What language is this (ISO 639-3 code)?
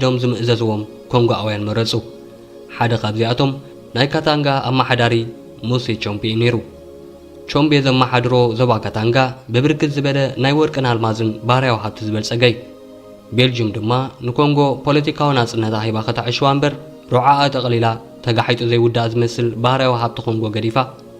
tir